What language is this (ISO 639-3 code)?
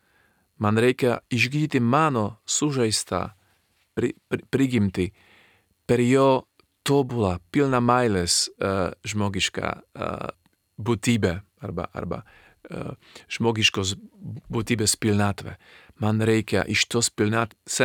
lit